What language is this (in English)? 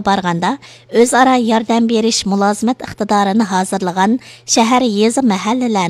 Uyghur